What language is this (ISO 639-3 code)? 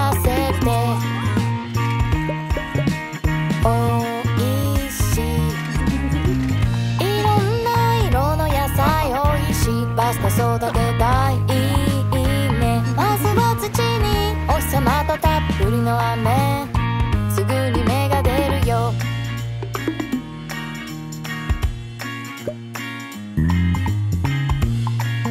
jpn